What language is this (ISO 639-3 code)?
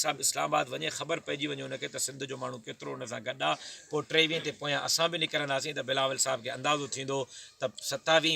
snd